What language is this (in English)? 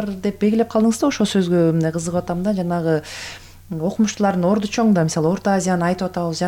Kyrgyz